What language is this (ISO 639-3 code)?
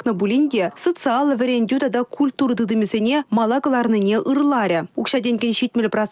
chv